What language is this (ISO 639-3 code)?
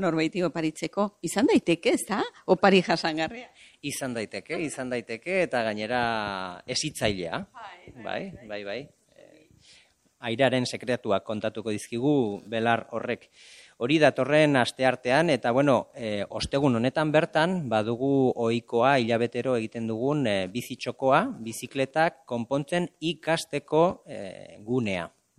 eus